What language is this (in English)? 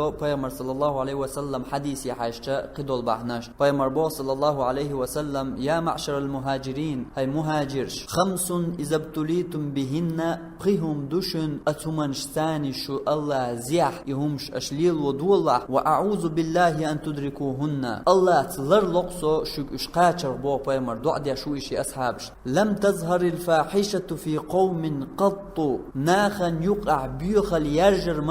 Chechen